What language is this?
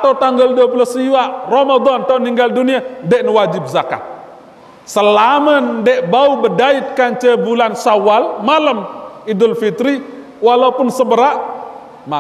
Sasak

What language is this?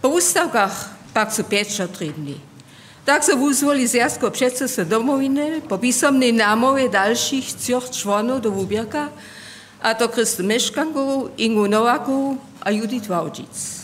Upper Sorbian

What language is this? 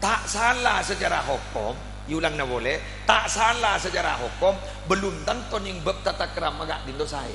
Madurese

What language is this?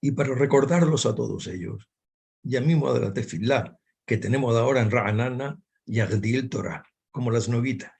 Ladino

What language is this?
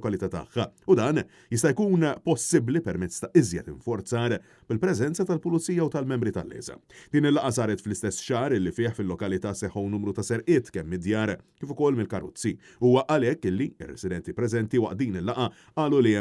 Maltese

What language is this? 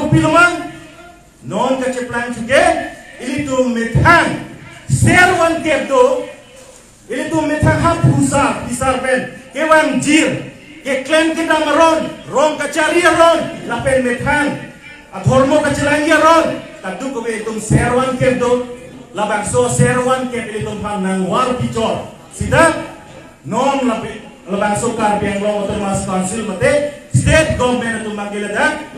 Karbi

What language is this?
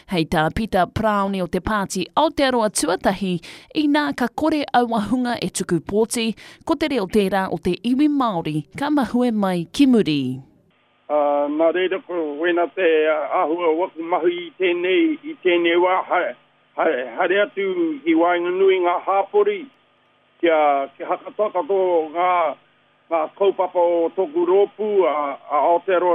Māori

